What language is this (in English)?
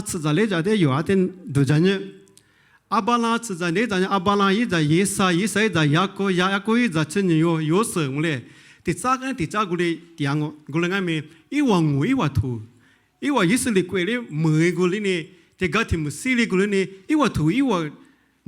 Lisu